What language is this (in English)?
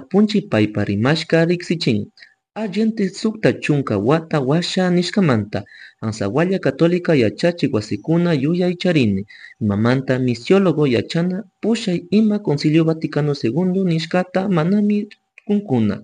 Chimborazo Highland Quichua